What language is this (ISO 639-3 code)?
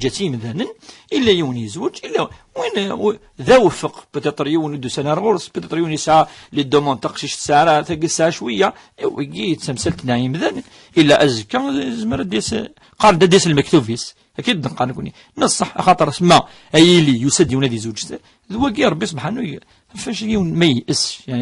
kab